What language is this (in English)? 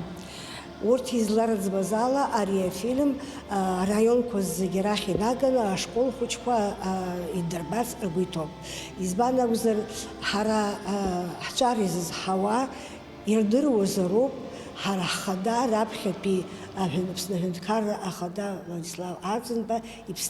Abkhazian